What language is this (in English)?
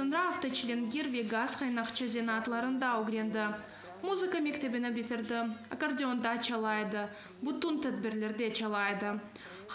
Crimean Tatar